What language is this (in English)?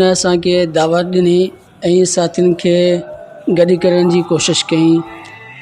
Sindhi